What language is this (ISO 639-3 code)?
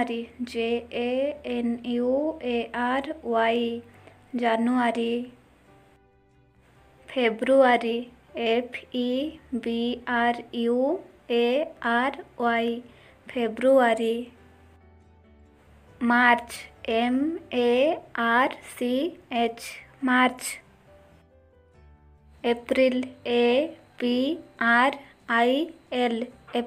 ori